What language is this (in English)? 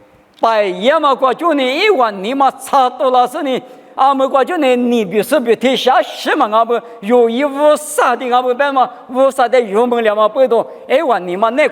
Lisu